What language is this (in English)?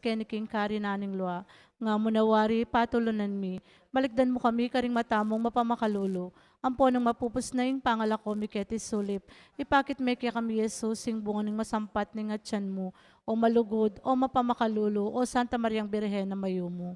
Pampanga